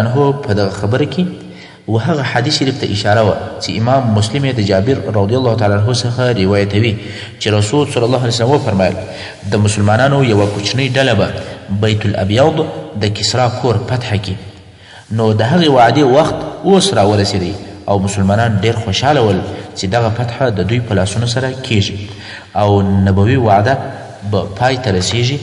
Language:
Pashto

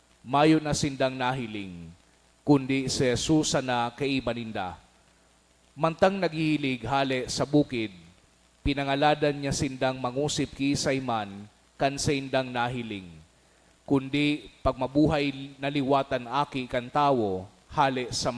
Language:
Bikol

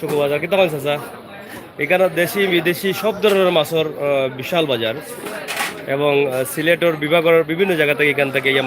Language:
Sylheti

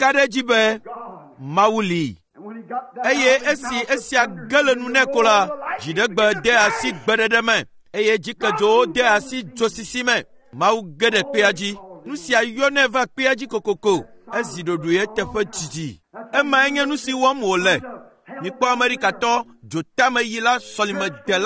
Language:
Ewe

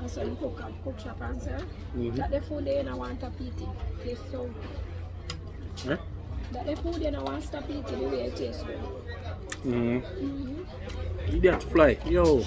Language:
Jamaican Creole English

